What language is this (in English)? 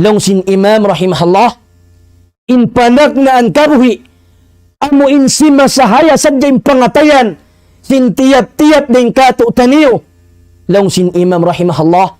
Tausug